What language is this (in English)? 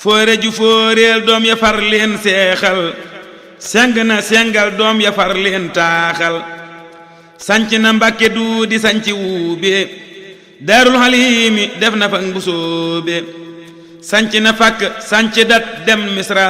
Wolof